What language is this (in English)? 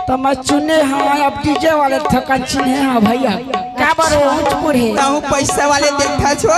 Chhattisgarhi